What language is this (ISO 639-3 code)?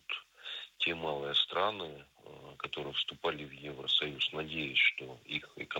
rus